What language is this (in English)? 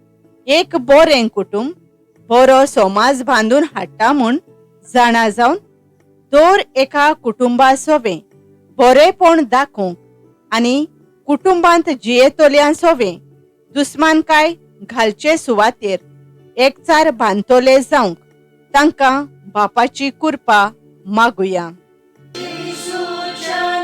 Konkani